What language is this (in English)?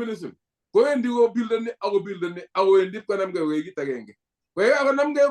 Kalenjin